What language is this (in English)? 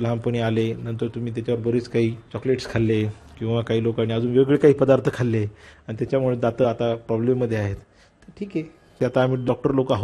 Marathi